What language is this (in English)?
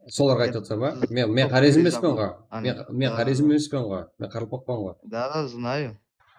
Kara-Kalpak